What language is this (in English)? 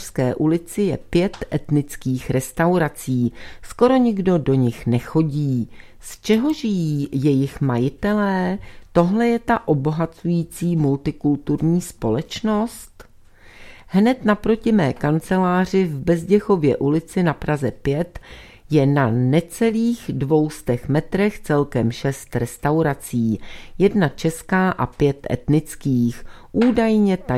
Czech